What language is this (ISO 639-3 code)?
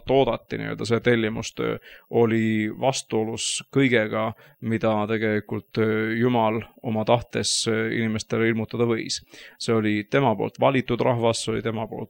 est